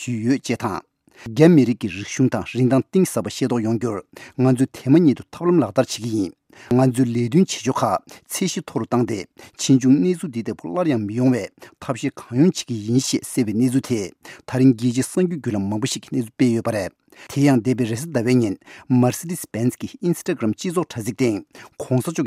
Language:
Tibetan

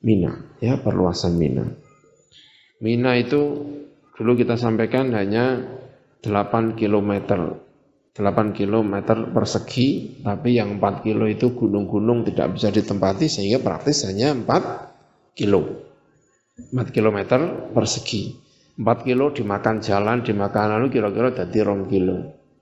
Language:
Indonesian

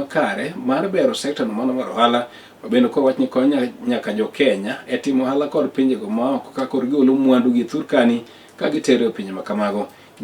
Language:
Luo (Kenya and Tanzania)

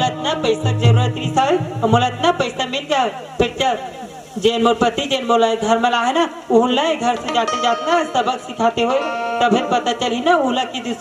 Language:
Chhattisgarhi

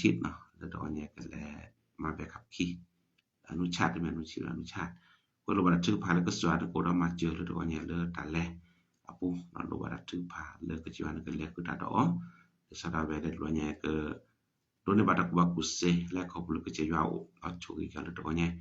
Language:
S'gaw Karen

